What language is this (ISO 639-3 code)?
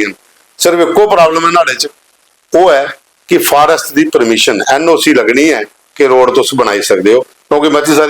doi